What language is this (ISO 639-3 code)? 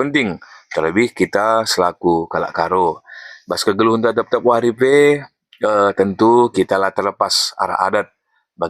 btx